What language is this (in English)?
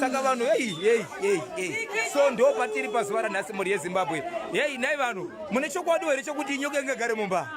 Shona